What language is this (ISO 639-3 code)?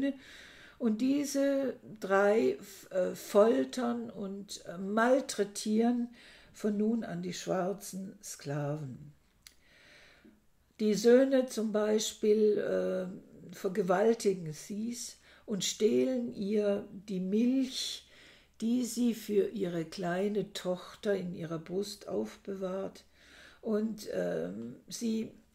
deu